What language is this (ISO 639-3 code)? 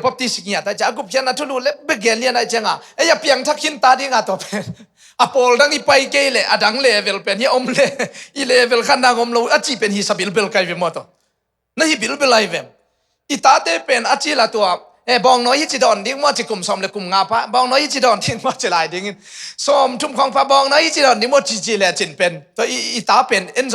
ctd